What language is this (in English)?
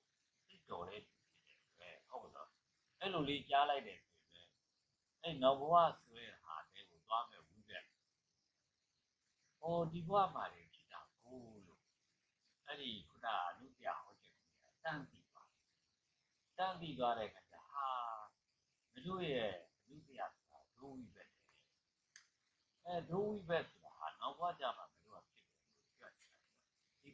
Burmese